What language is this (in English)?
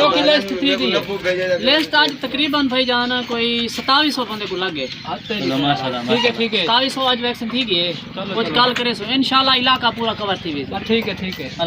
Saraiki